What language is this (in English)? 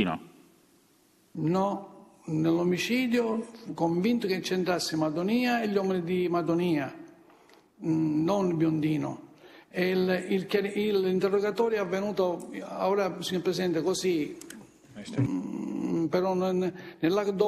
Italian